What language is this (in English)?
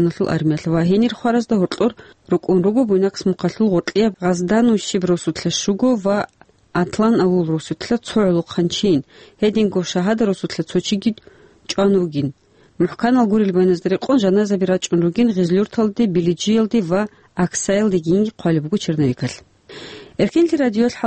Avaric